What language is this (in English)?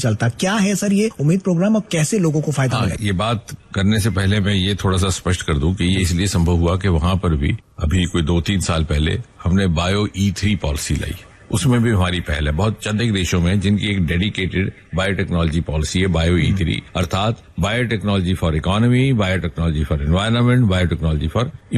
Hindi